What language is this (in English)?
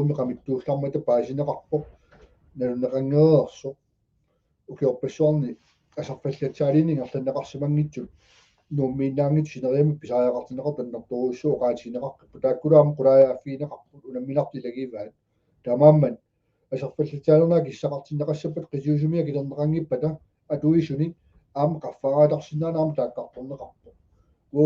Kalaallisut